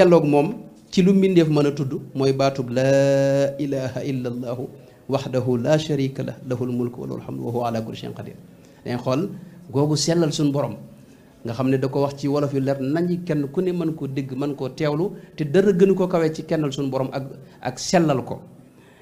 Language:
Wolof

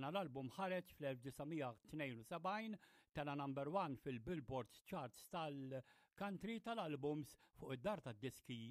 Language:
Maltese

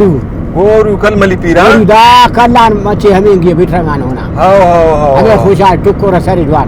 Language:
Brahui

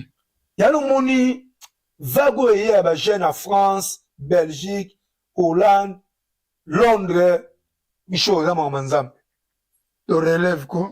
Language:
Lingala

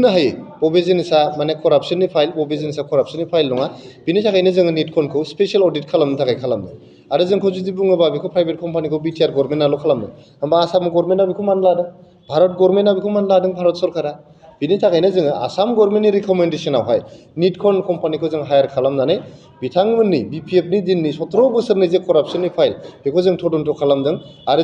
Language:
Bodo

